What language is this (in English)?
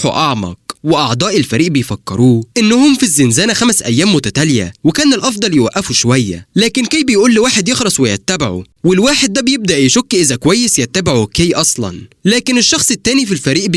Egyptian Arabic